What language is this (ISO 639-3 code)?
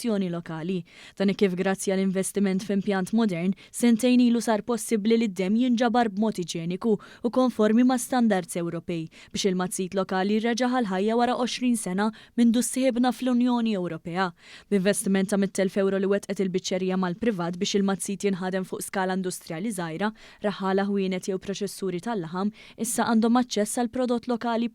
mlt